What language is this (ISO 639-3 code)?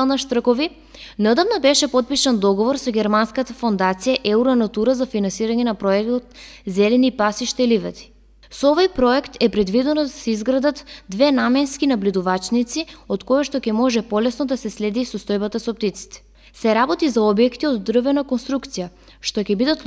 mkd